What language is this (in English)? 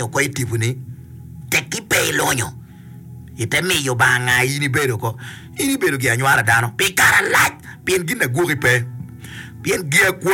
Acoli